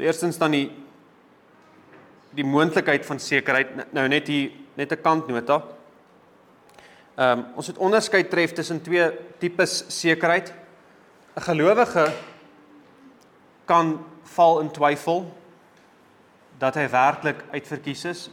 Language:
Afrikaans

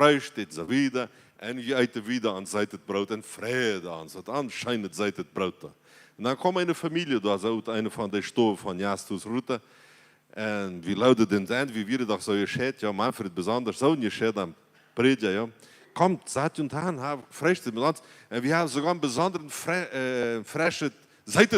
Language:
Plautdietsch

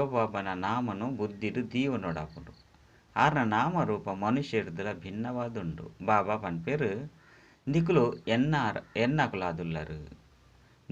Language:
Tulu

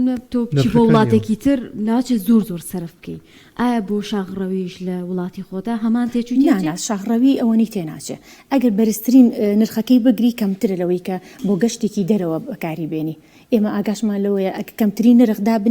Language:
Central Kurdish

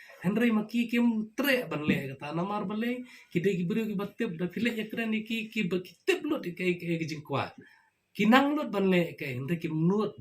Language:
Khasi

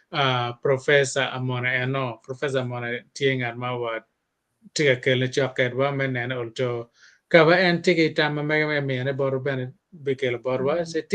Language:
Acoli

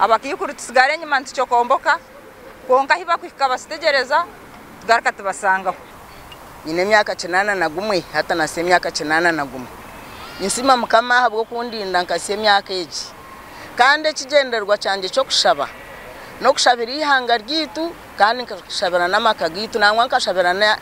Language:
Nyankole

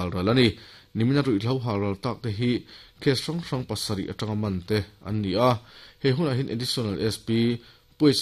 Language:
Mizo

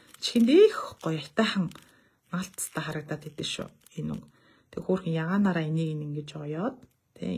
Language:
Mongolian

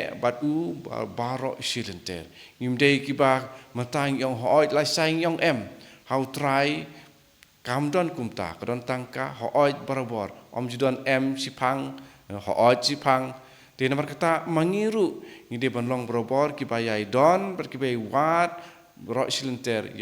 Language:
Khasi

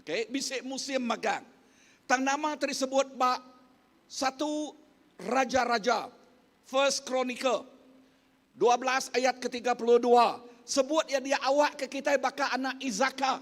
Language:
Iban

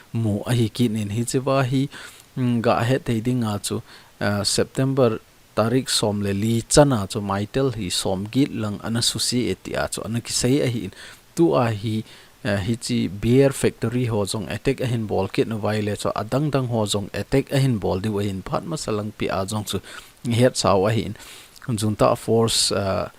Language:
Thado Chin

